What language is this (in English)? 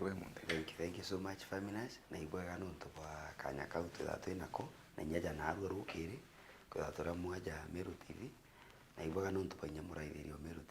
Meru